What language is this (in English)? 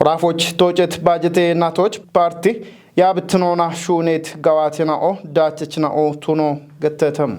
Kafa